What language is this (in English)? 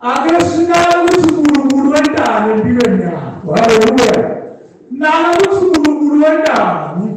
Swati